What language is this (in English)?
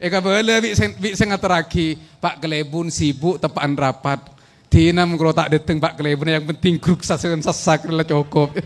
Madurese